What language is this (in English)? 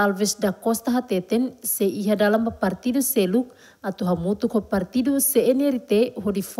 Tetum